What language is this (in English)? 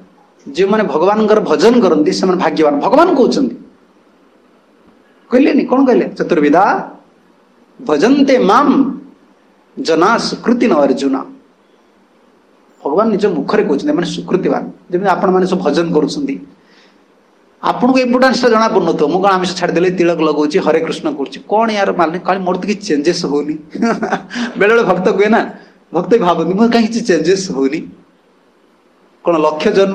Odia